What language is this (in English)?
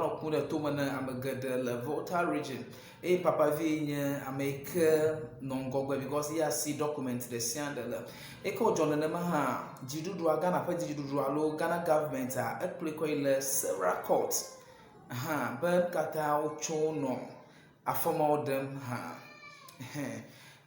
Ewe